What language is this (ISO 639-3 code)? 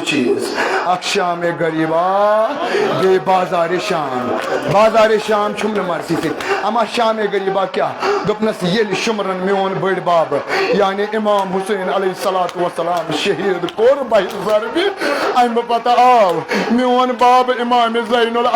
kas